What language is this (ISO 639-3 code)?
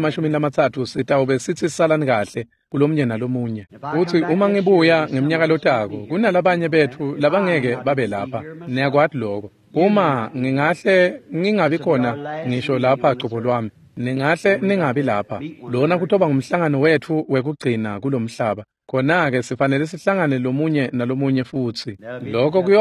ssw